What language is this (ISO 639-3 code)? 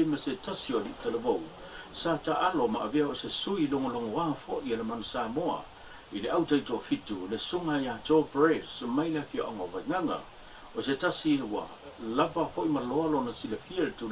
smo